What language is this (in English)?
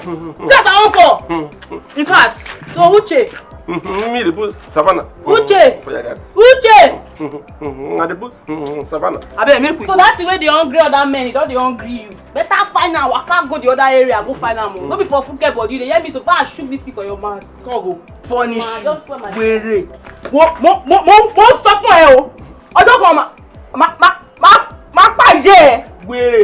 Nigerian Pidgin